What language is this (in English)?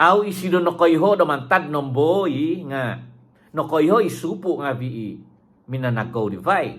Central Dusun